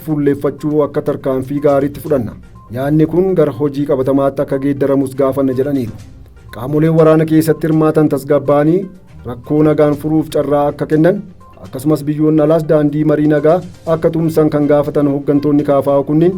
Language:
Oromo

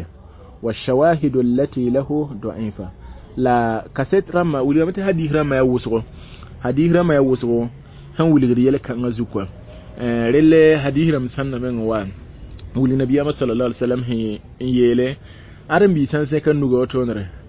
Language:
Mossi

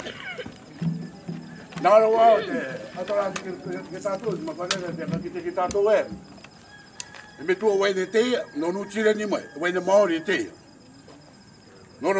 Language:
Rarotongan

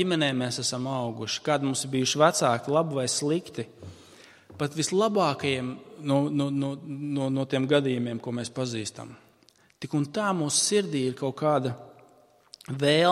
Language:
Latvian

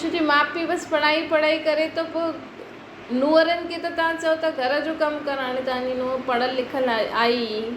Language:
Sindhi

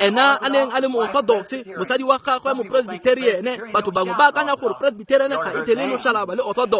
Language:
Tswana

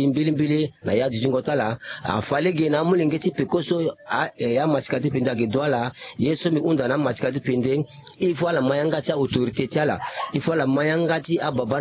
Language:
Sango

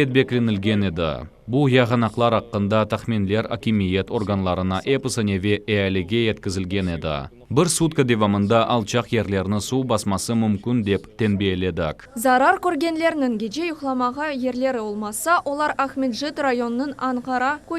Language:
Crimean Tatar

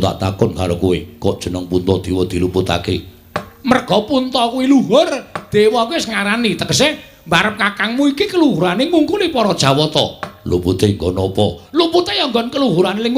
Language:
Javanese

